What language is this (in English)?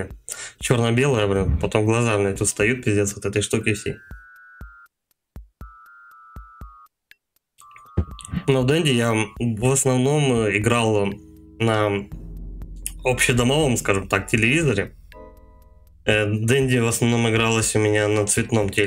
Russian